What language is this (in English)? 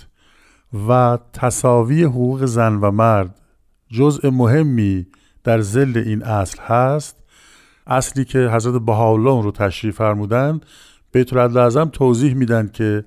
Persian